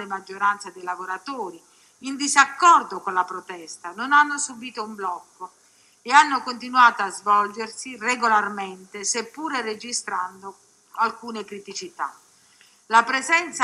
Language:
Italian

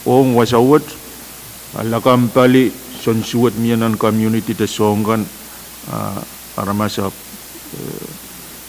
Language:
Pohnpeian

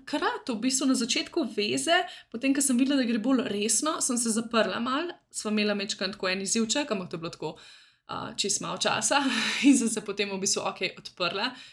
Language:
Slovenian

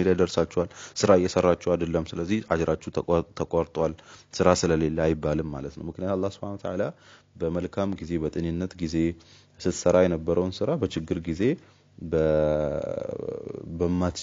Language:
Amharic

